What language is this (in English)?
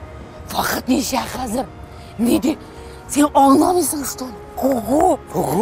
Tatar